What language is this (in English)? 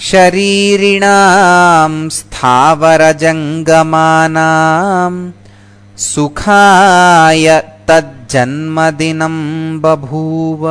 Sanskrit